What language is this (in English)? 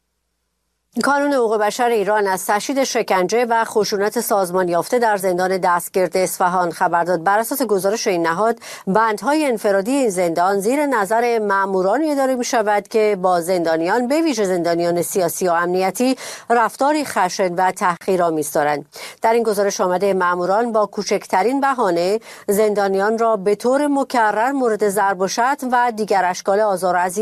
Persian